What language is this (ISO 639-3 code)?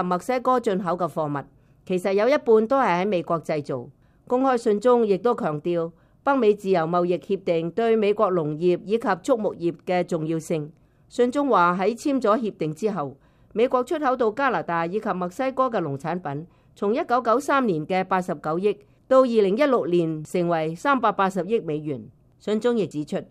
yue